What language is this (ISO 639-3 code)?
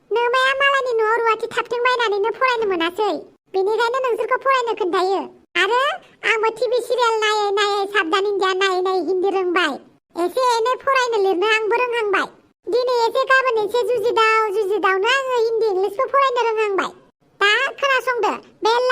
brx